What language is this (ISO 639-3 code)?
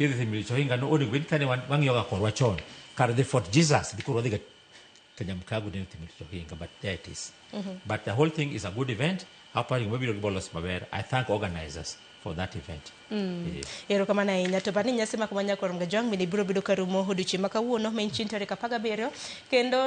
luo